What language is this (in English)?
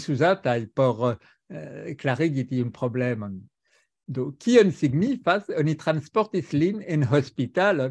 Esperanto